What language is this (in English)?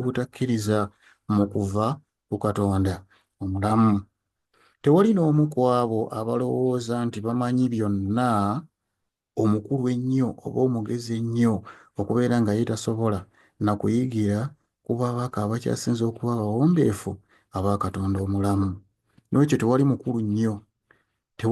Ganda